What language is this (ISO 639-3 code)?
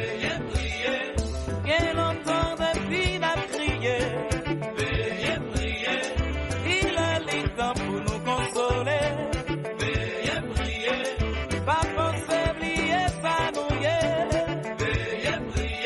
hat